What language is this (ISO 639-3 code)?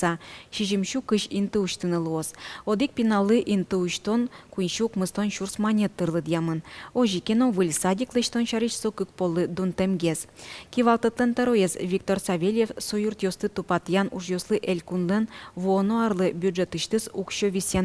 udm